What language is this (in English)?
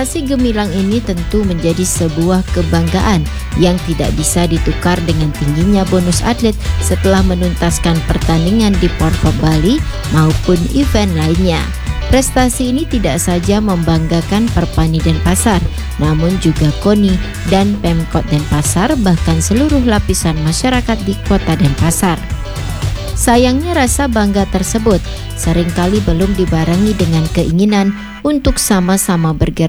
Indonesian